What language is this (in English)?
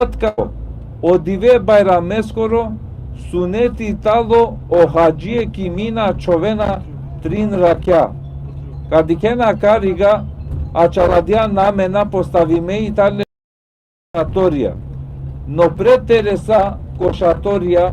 Balkan Romani